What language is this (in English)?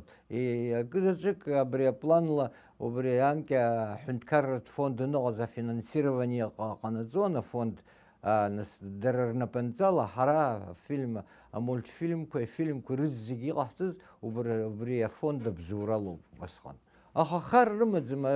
Abkhazian